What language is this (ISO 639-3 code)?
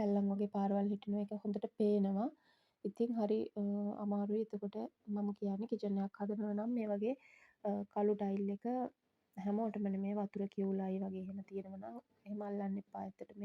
sin